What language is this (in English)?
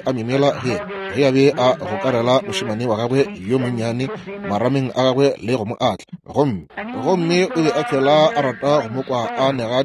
Northern Sotho